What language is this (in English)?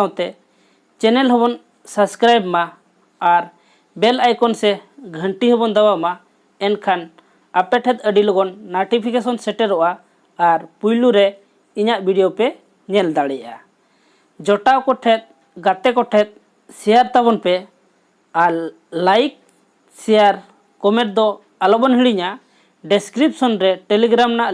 Santali